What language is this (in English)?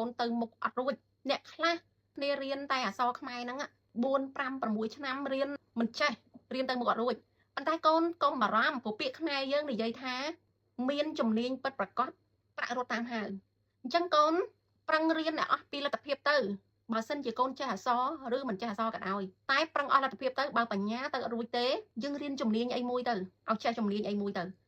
Khmer